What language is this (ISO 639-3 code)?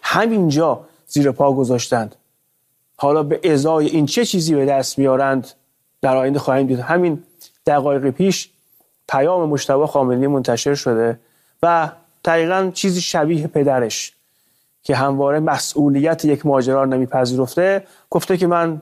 fas